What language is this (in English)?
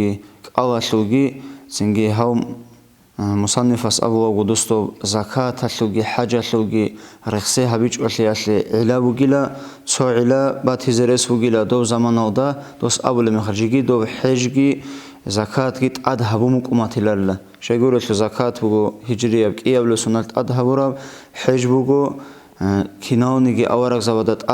Avaric